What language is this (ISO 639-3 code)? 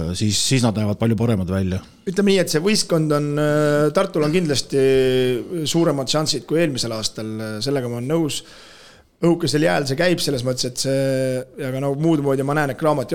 est